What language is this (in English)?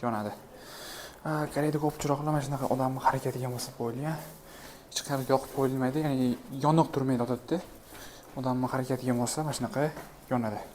Uzbek